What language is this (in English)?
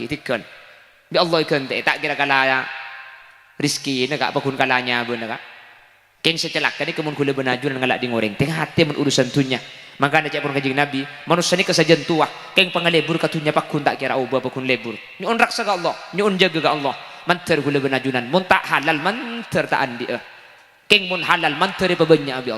Madurese